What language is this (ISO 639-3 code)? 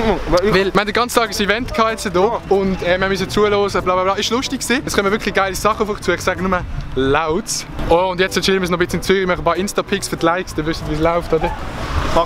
gsw